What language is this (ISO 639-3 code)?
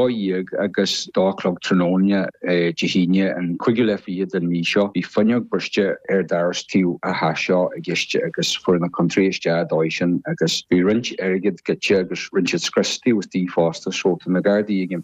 gle